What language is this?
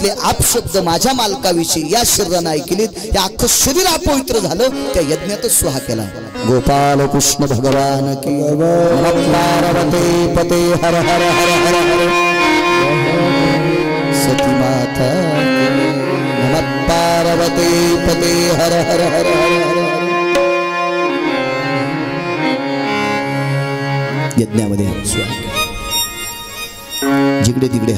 Marathi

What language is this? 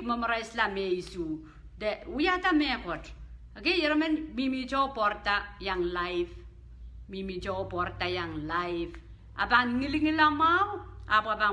Pohnpeian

